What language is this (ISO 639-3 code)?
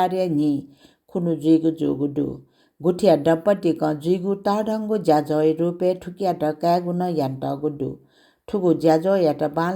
new